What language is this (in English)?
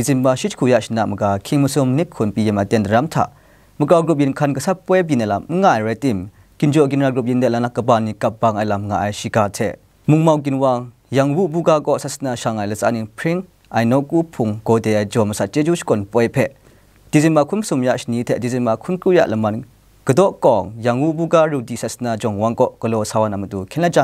Kachin